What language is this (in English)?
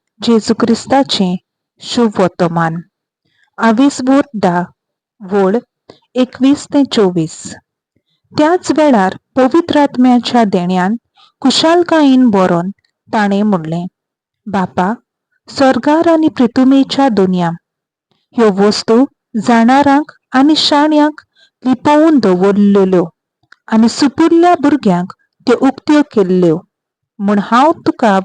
Konkani